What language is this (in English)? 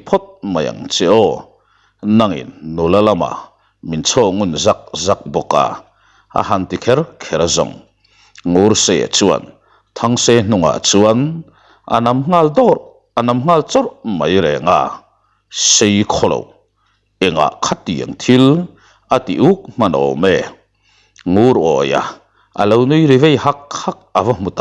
Mizo